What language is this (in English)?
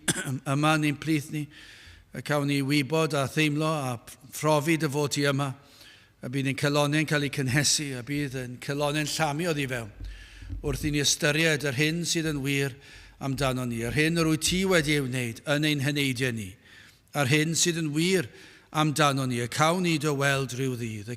Welsh